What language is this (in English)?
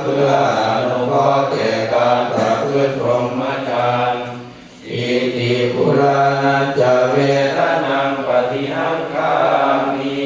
Pali